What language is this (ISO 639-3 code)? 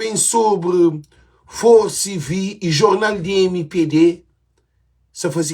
kea